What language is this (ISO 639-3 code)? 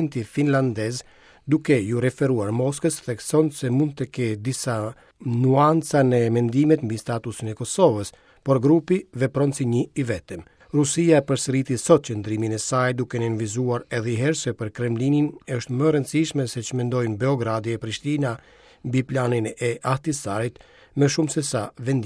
sqi